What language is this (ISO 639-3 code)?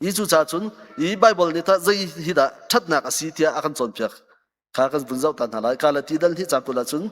cnh